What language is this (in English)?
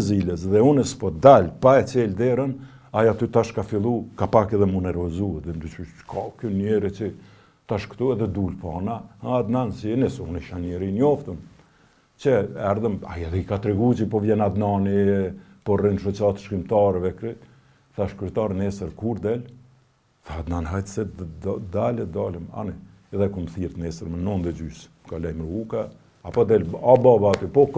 Albanian